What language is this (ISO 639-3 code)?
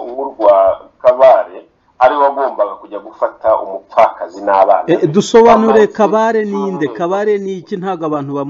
kin